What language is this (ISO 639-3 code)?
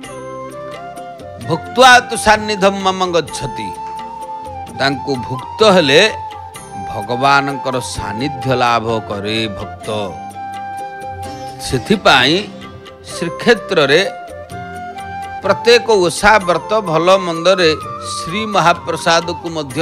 ori